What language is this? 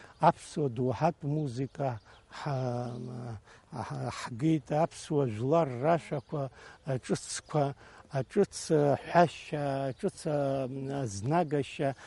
Abkhazian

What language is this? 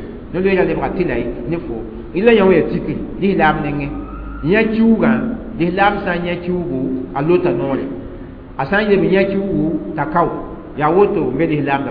Mossi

